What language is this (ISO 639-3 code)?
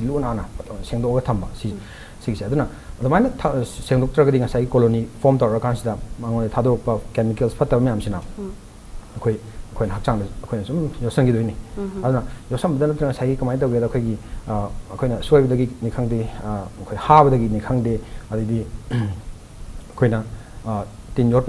mni